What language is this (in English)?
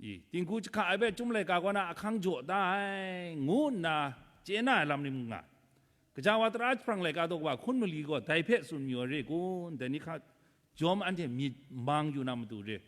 Kachin